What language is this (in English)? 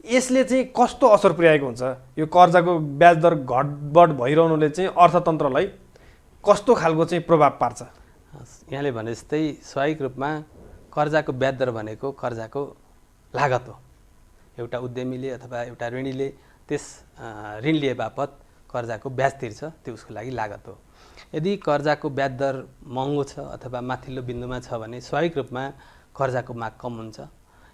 Nepali